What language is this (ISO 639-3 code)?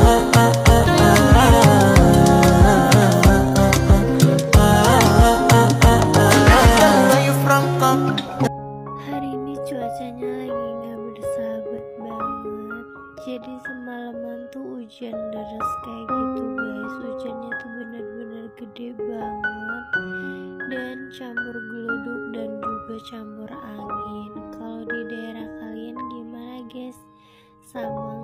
ind